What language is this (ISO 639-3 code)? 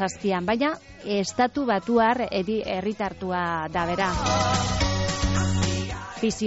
eus